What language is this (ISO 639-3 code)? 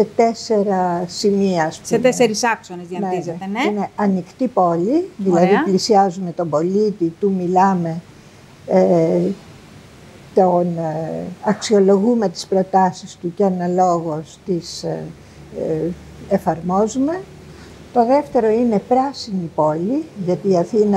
ell